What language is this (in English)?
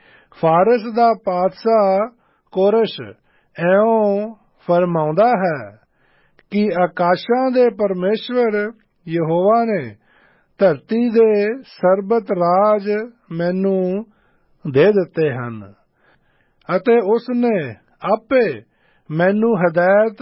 Punjabi